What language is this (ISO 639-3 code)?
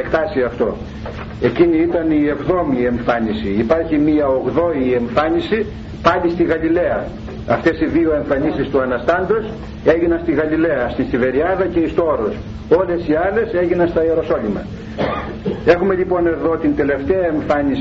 ell